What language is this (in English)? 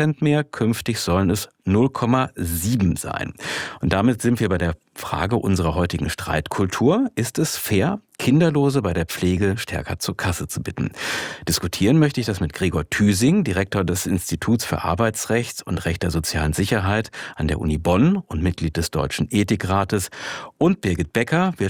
German